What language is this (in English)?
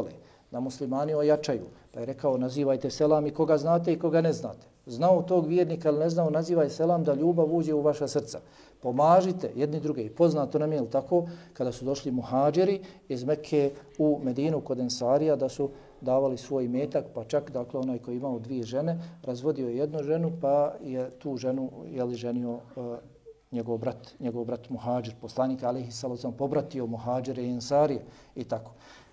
Bosnian